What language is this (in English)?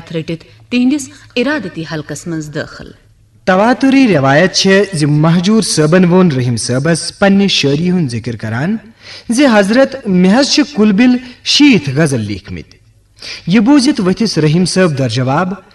Kashmiri